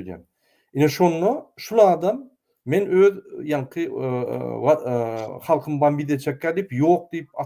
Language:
Turkmen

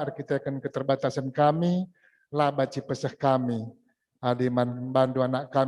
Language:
Batak Karo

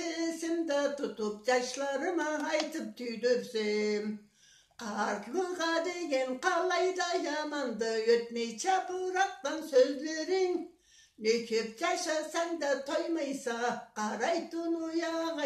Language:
Karachay-Balkar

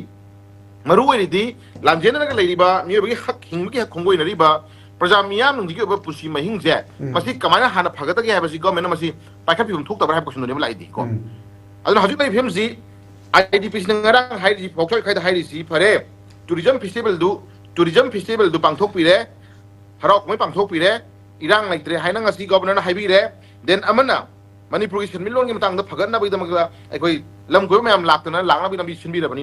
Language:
Manipuri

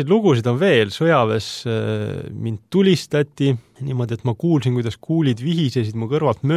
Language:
Estonian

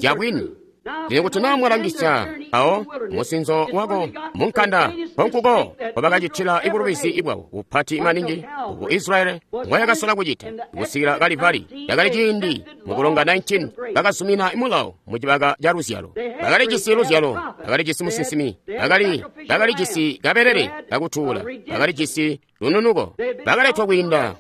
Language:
Tonga (Zambia)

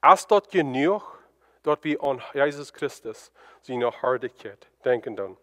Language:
Plautdietsch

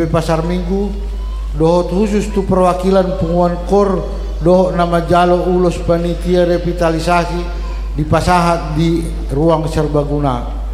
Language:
Batak Toba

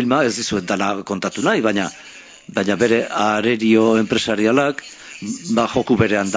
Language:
Basque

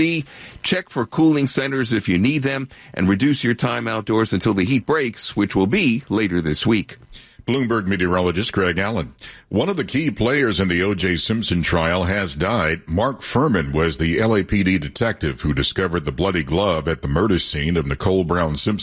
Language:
English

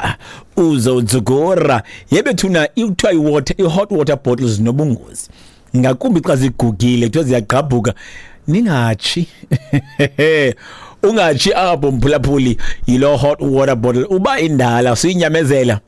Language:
Xhosa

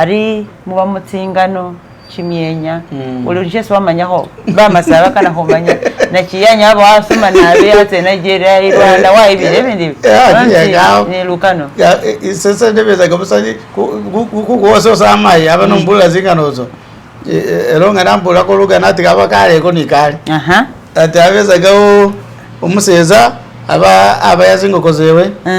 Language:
Masaaba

